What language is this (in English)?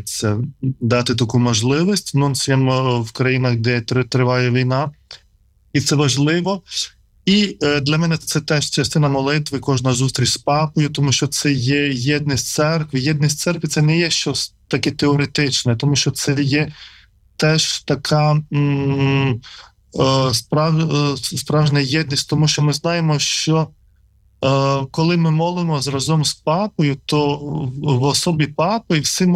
Ukrainian